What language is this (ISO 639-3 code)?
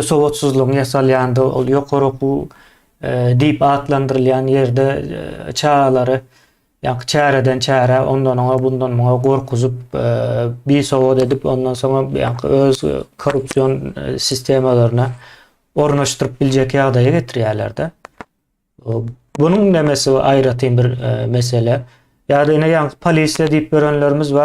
tuk